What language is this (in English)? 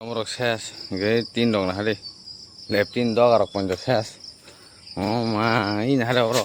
Kok Borok